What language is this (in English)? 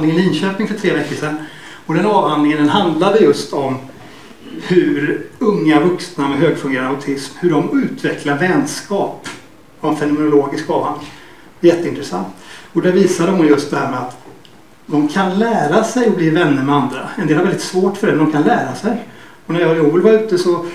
Swedish